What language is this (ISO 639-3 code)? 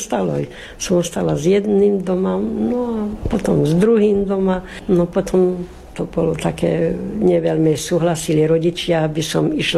slk